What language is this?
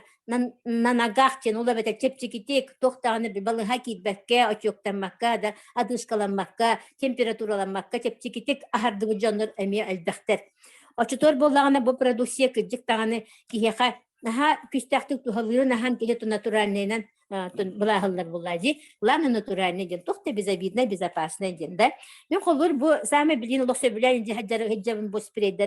Yakut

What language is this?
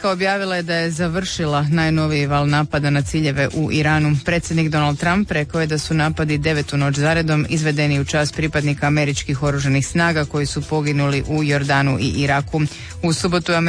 Croatian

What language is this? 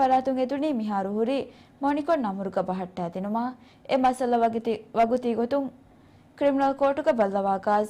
Divehi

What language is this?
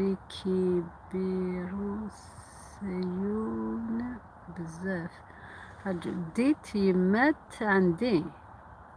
Algerian Arabic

